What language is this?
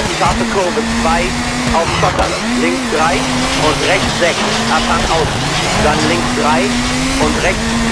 Bavarian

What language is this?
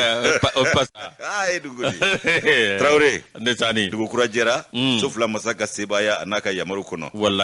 Bambara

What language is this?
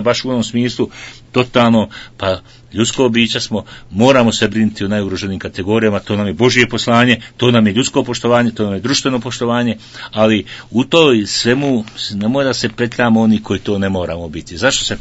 Bosnian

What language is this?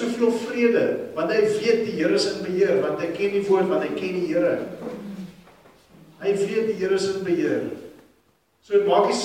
Afrikaans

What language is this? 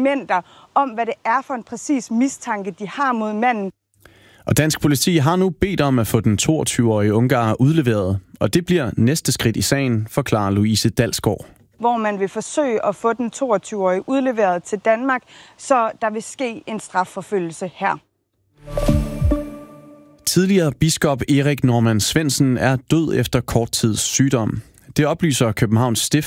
Danish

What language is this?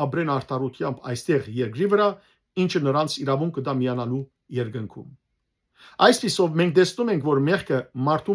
Western Armenian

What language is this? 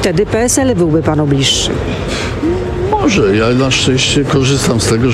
Polish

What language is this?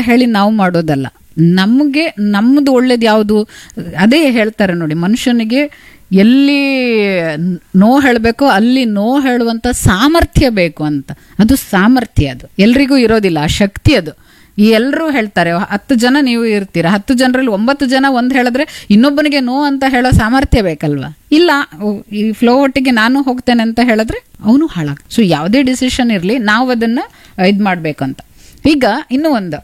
Kannada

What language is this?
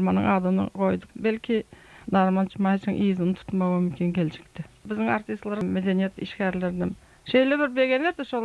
Turkmen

